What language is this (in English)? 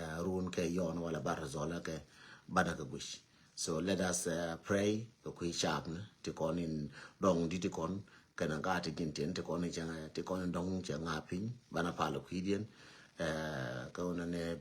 Nuer